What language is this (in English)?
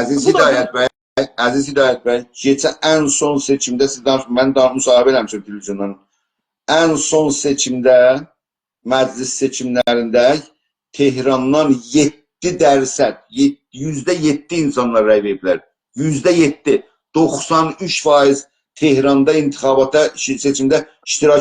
South Azerbaijani